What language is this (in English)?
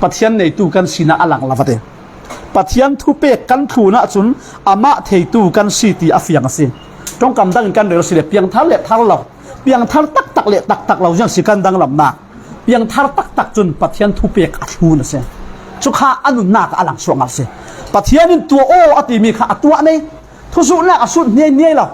Falam Chin